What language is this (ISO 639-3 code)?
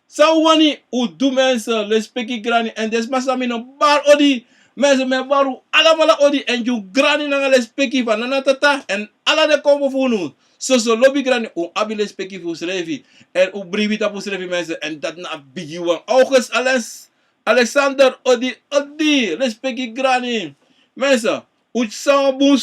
srn